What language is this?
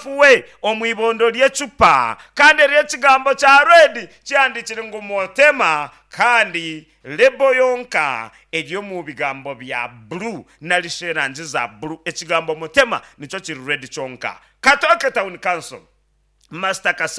Nyankole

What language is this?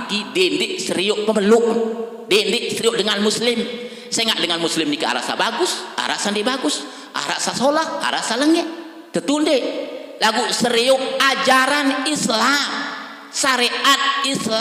Sasak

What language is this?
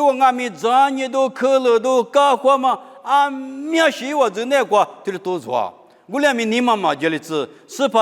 Lisu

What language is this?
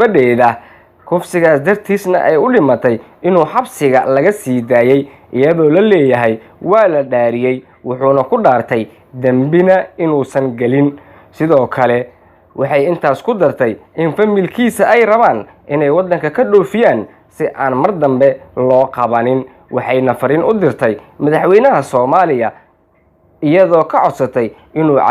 Somali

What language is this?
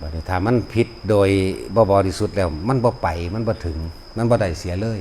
Northeastern Thai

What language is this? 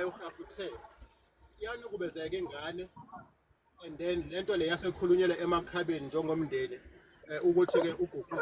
Zulu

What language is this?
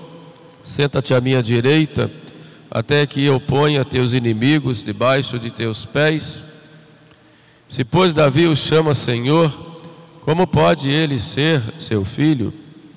Portuguese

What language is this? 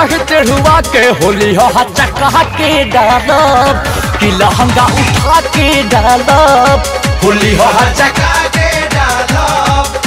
Bhojpuri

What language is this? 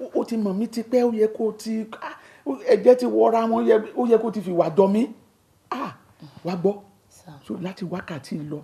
Yoruba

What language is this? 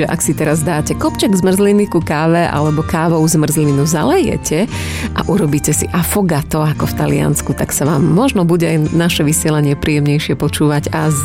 Slovak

